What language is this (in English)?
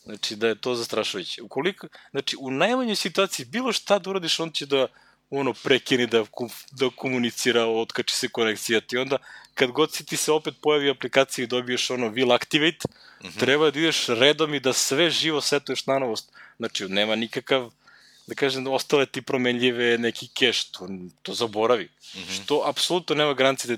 Serbian